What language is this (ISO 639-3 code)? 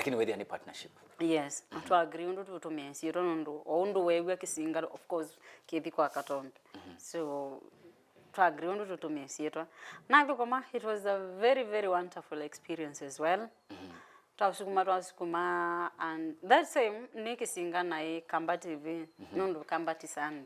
kam